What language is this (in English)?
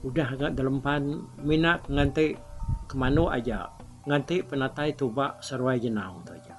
Iban